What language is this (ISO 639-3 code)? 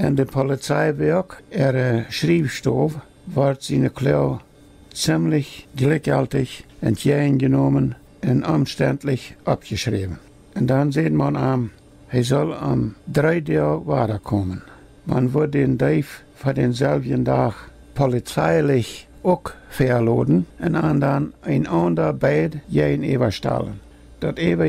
pdt